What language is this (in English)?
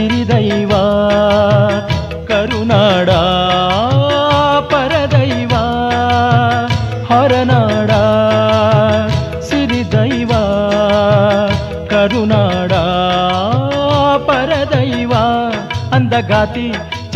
Kannada